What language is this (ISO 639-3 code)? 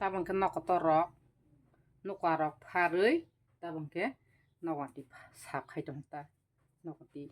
trp